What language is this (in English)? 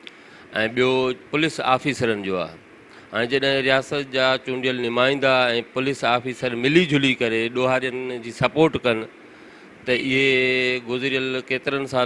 Sindhi